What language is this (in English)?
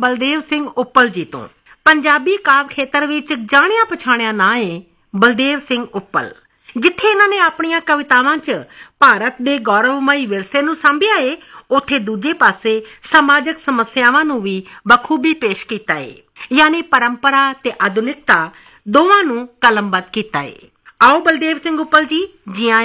Punjabi